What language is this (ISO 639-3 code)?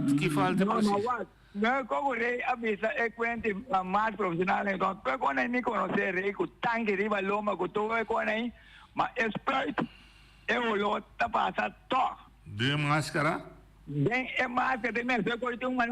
pap